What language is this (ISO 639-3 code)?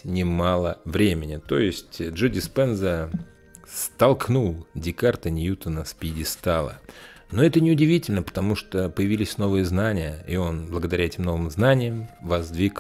rus